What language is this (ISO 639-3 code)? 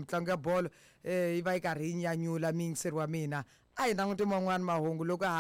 tso